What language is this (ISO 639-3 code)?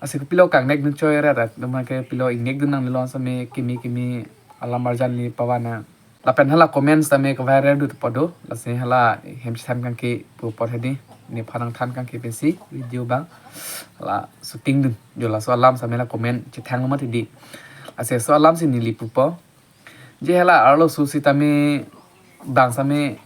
mjw